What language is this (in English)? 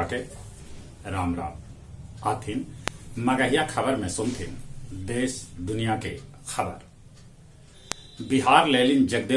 Magahi